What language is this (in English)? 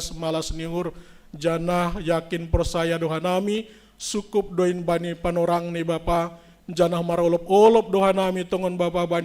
Batak Simalungun